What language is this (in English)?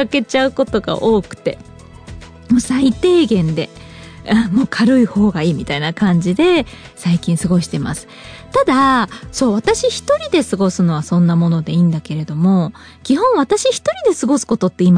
Japanese